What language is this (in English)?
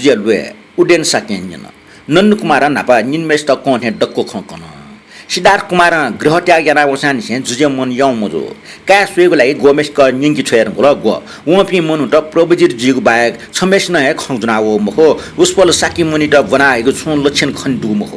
Newari